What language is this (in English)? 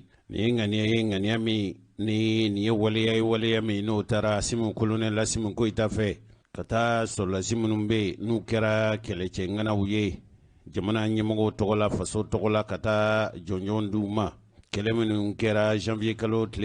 Bambara